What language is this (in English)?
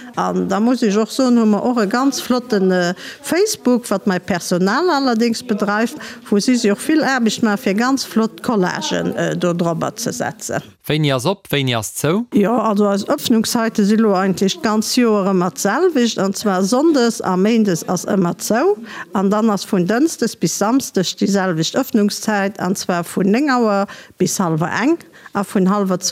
Luxembourgish